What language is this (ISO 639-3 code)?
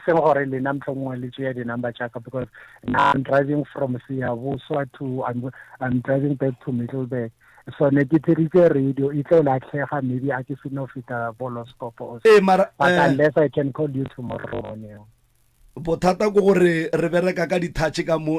nso